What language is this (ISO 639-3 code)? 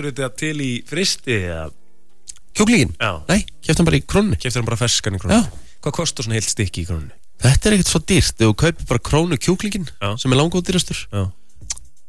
isl